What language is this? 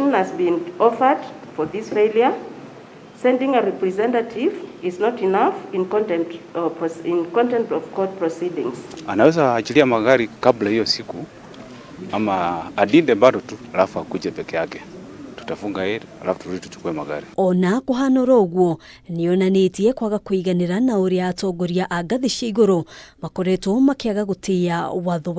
Kikuyu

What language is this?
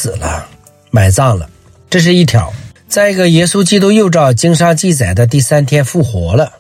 Chinese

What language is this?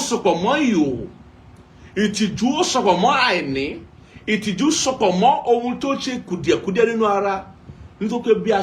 Yoruba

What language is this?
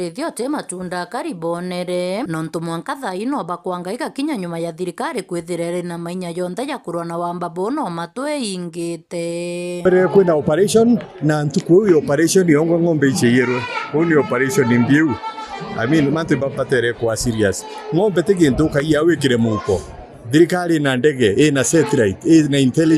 Meru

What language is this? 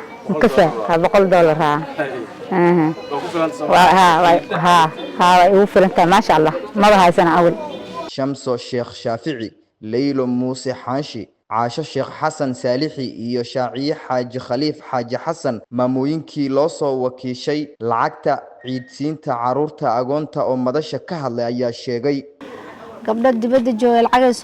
Somali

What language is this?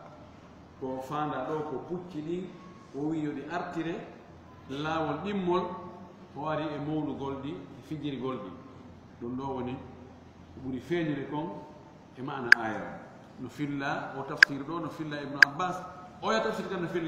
Fula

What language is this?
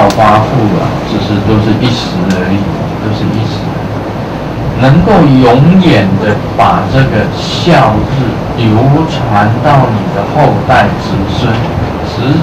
Chinese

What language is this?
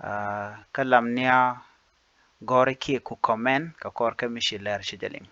Nuer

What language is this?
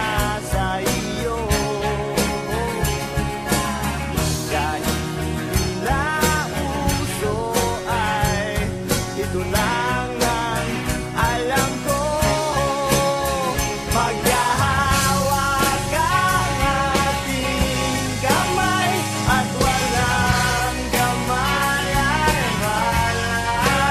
Filipino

